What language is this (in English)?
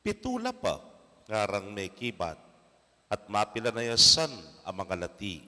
Pampanga